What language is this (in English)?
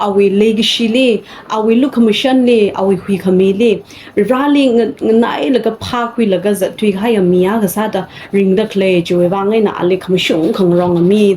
Tangkhul Naga (India)